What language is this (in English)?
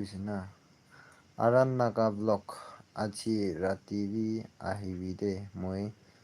Naga Pidgin